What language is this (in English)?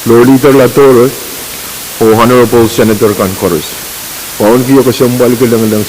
Pohnpeian